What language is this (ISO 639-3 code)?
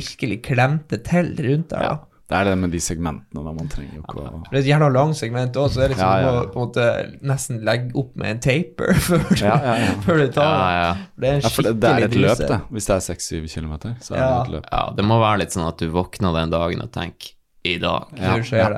nor